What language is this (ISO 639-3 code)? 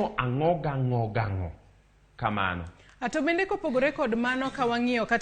luo